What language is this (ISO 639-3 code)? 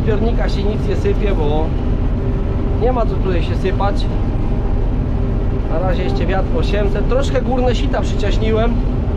pol